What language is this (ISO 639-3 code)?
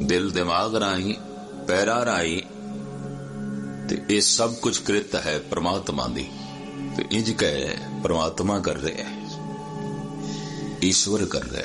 pan